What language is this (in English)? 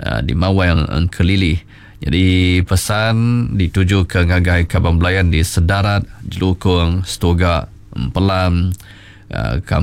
Iban